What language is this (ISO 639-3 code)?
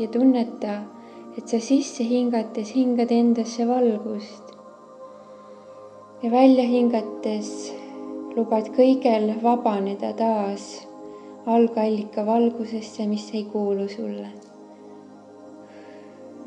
est